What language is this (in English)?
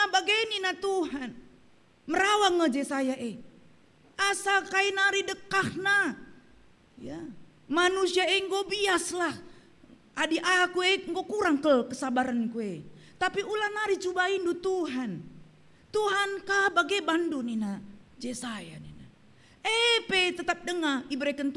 Batak Karo